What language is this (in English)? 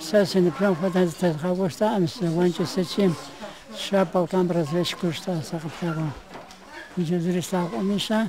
Kabardian